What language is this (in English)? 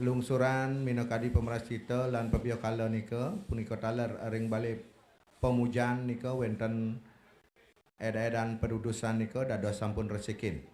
Balinese